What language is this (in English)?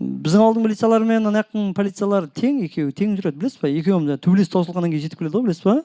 Kara-Kalpak